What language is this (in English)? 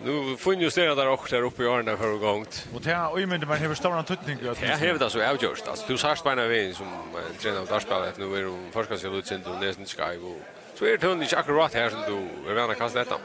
Faroese